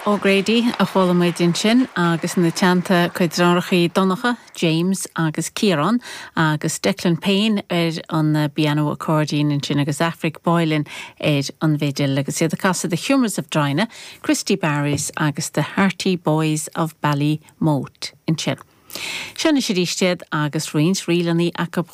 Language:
Irish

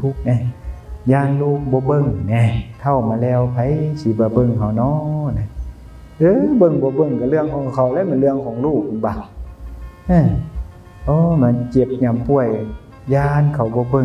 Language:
Northeastern Thai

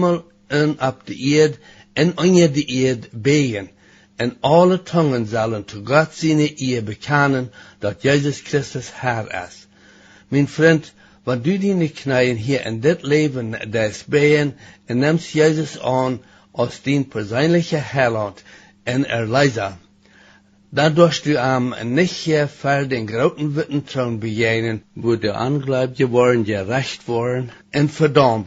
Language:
Plautdietsch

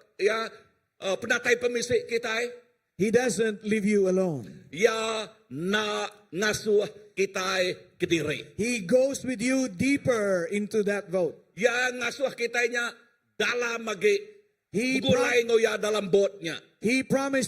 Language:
Iban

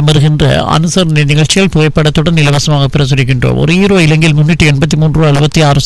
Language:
Tamil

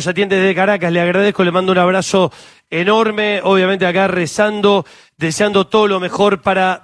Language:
Spanish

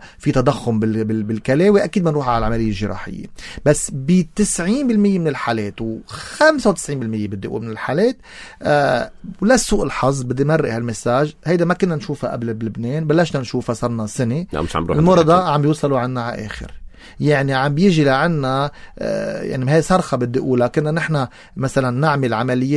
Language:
North Levantine Arabic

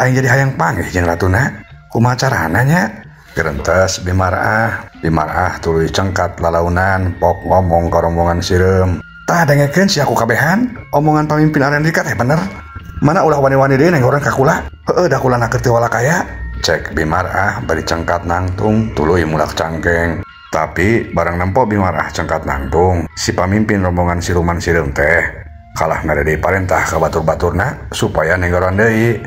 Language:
Sundanese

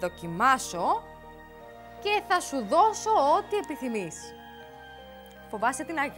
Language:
Greek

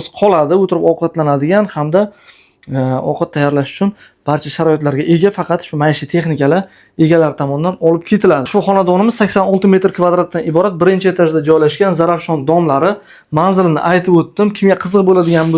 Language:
Uzbek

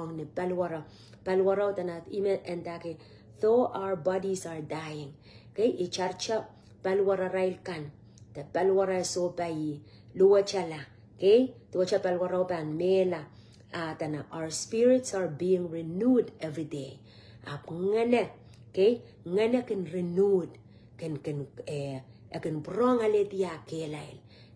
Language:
Pohnpeian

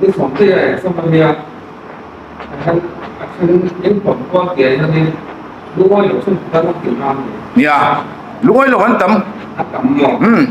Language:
Hmar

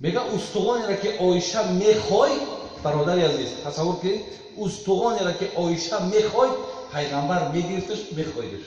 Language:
Tajik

